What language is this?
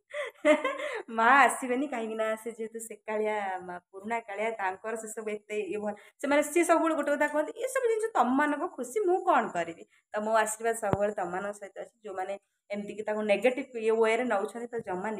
Odia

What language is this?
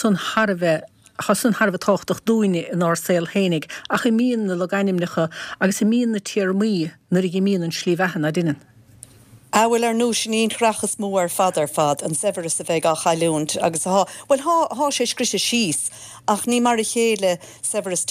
Irish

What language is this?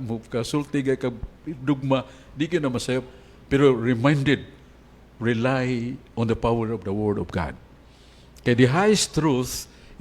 Cebuano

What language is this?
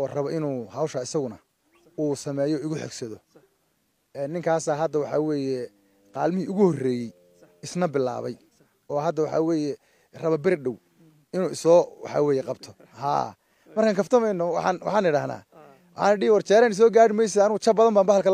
Somali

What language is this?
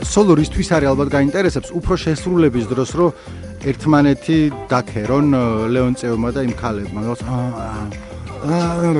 Georgian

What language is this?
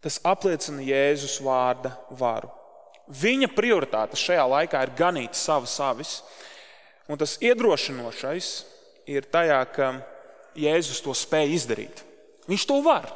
Latvian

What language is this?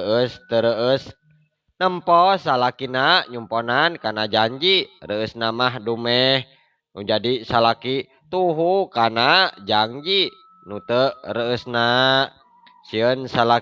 Sundanese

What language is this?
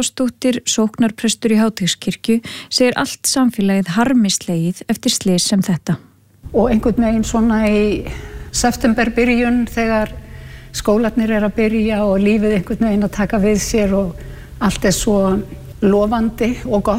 Icelandic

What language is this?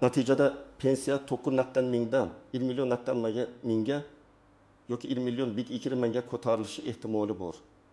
Uzbek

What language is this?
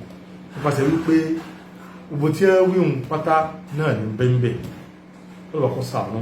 Yoruba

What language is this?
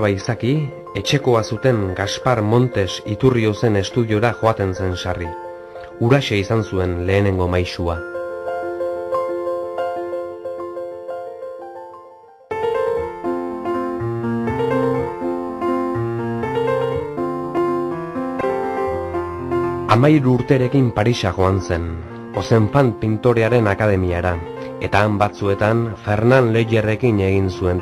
Basque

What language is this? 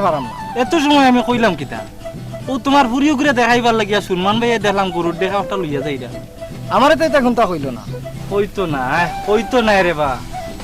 Sylheti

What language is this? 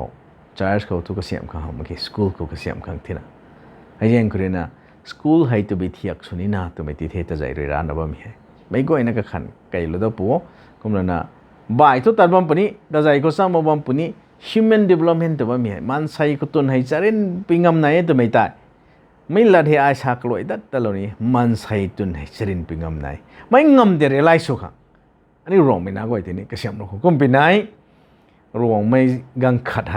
Rongmei Naga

